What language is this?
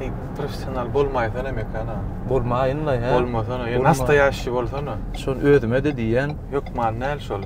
Turkmen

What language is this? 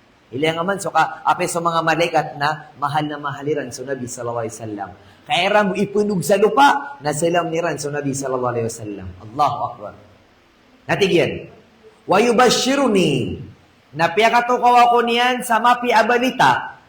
Maranao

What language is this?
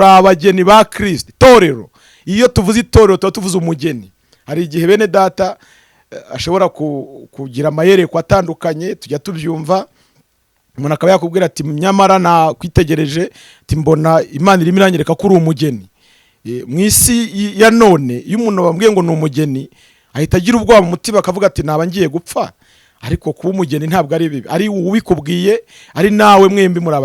Kinyarwanda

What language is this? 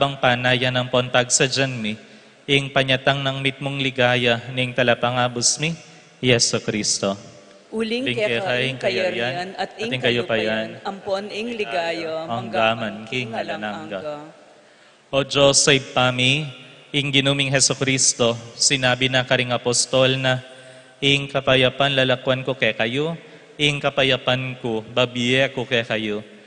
Pampanga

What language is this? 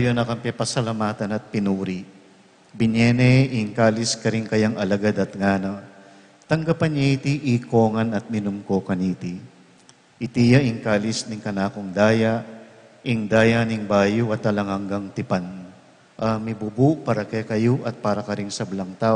Pampanga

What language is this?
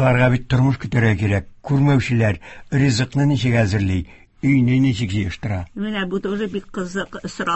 Tatar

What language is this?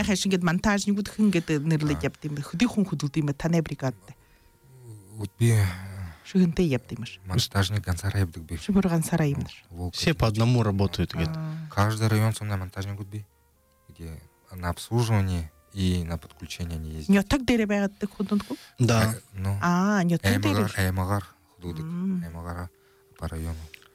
Buriat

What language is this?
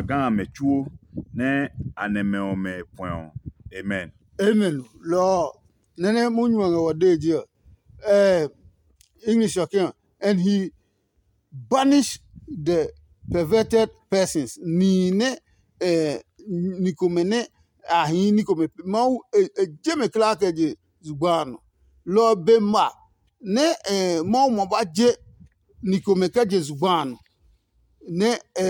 Adangme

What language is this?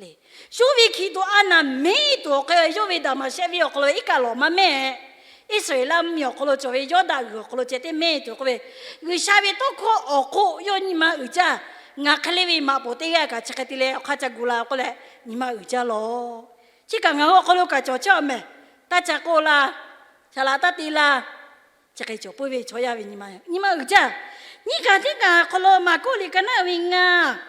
Lahu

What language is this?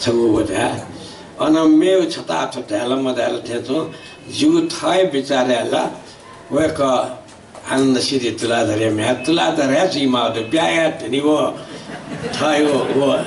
Newari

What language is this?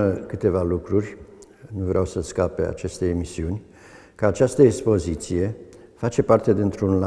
Romanian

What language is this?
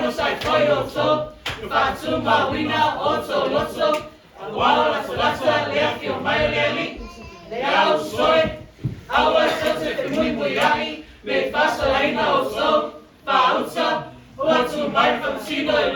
Samoan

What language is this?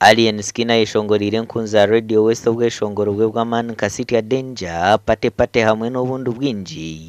Nyankole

